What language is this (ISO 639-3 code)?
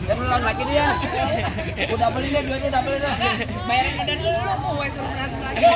bew